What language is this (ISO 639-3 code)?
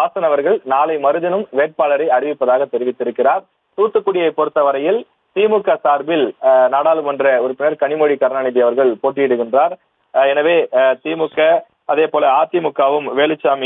tam